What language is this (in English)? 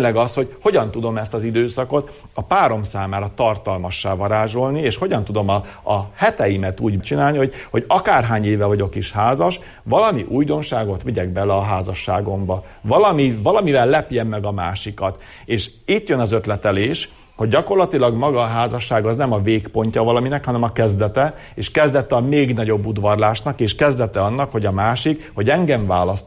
Hungarian